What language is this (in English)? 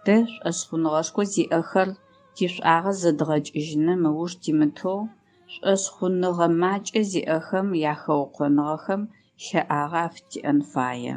Adyghe